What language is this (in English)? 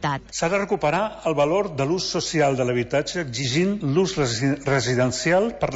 Catalan